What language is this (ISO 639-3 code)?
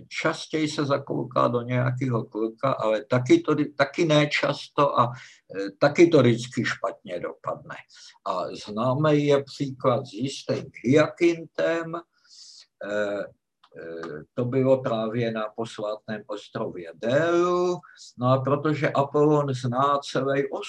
ces